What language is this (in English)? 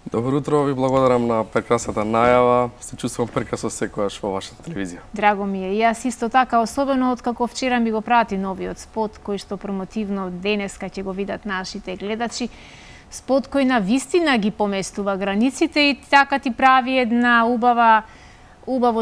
Macedonian